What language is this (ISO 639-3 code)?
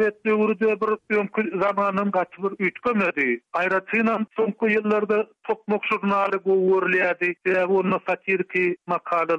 tuk